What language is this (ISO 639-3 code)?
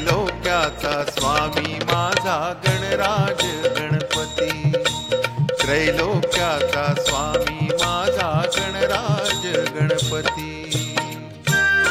mar